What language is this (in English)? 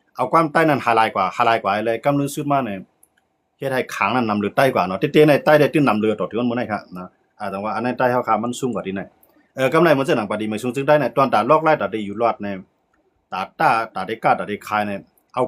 Shan